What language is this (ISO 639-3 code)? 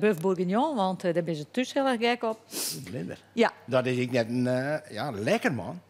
fry